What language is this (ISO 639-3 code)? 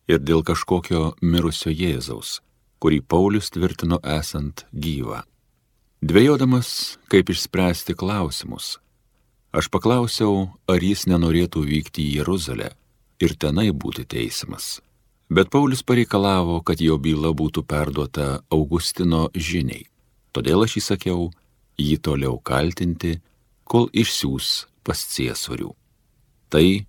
lit